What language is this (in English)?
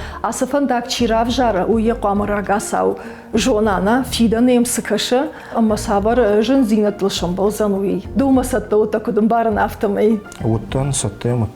Ossetic